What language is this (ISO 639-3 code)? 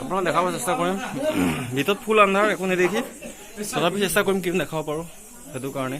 asm